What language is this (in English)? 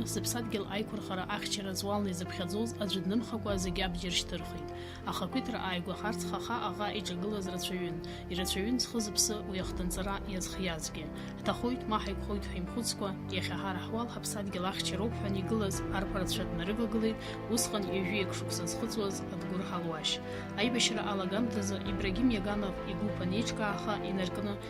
Abkhazian